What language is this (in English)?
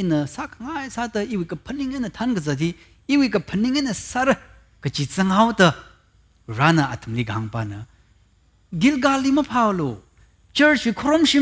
Tangkhul Naga (India)